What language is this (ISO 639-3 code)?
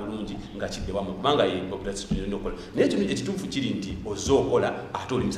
lug